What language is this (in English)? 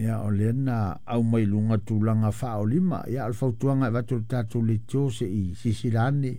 Samoan